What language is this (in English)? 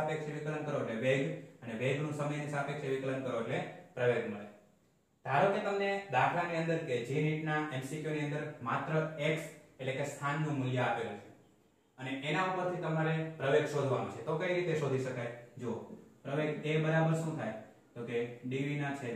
Gujarati